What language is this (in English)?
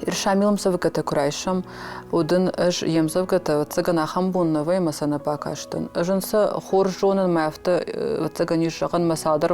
Ossetic